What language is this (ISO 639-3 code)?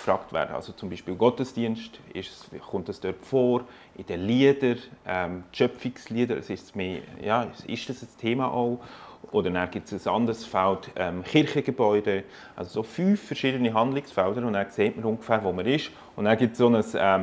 gsw